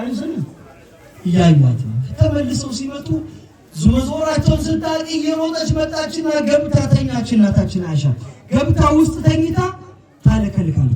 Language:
Amharic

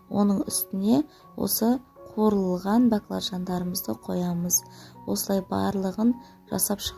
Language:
Kazakh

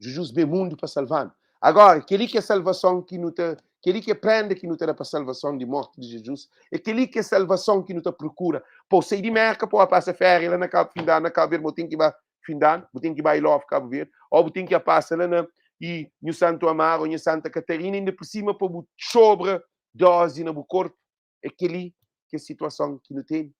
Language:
Kabuverdianu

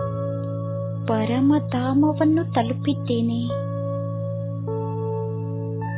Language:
Kannada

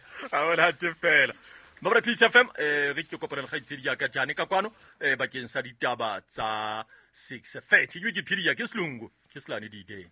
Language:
Southern Sotho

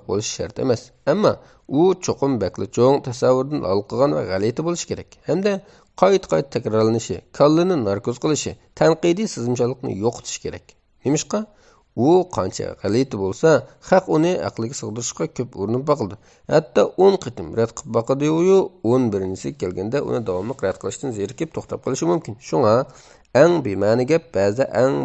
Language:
Uyghur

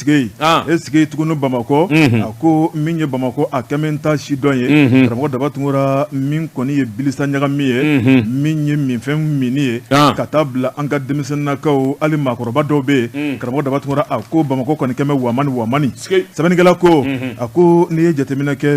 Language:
Bambara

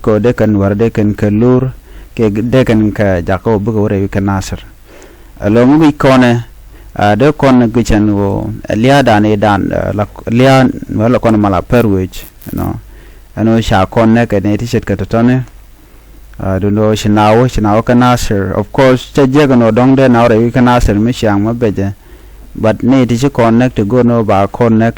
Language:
Nuer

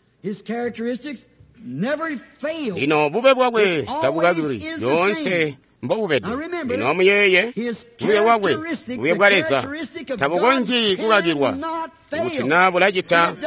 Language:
Tonga (Zambia)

